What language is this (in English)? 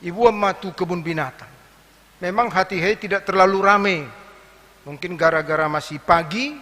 Batak Toba